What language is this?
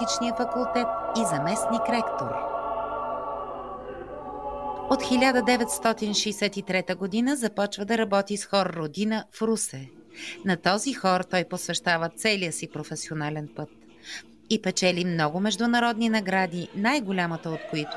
Bulgarian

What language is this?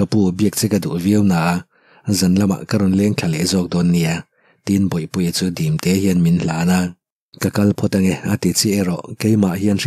Mizo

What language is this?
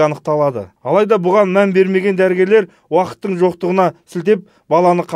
Kazakh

